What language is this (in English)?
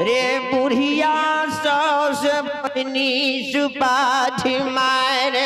Maithili